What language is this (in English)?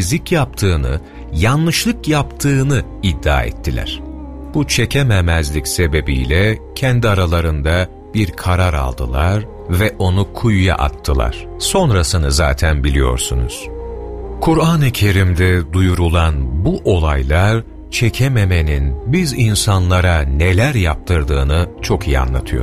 Turkish